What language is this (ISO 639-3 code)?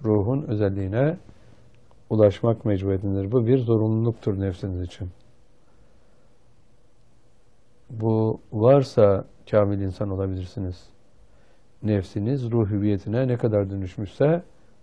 tur